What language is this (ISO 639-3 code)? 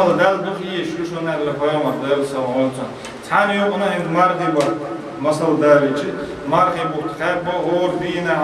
che